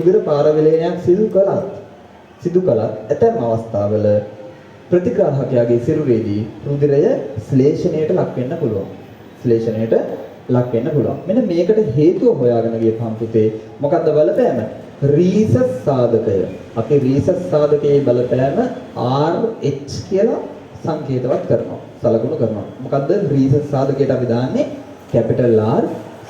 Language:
Sinhala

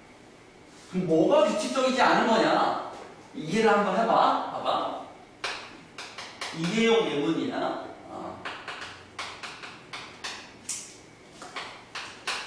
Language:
Korean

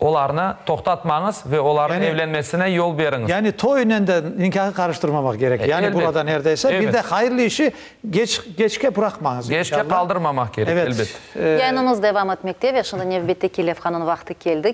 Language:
Crimean Tatar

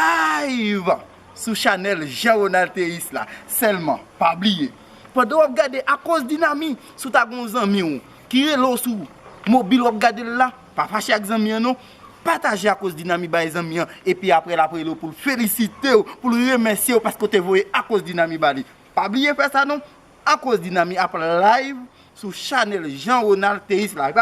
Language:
Haitian Creole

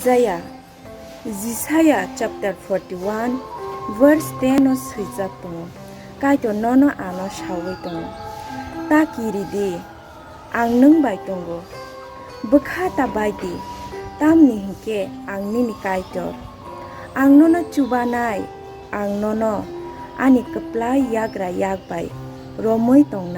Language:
Kok Borok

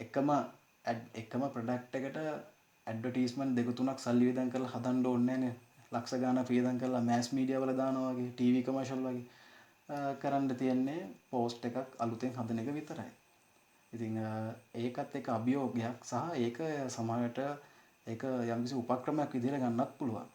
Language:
Sinhala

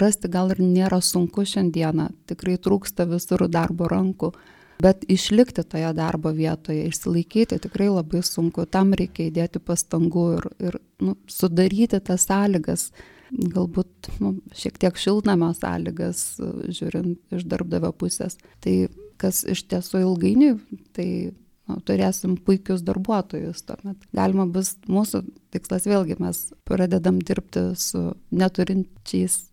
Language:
Lithuanian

